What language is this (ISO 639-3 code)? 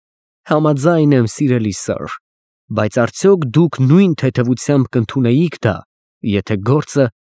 hye